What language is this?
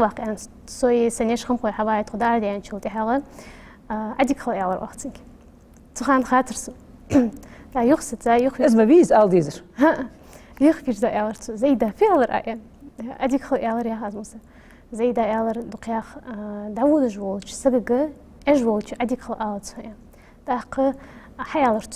Ingush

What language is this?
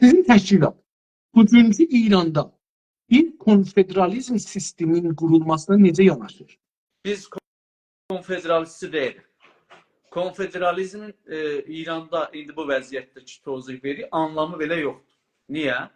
South Azerbaijani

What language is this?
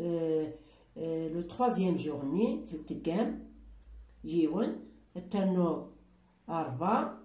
Kabyle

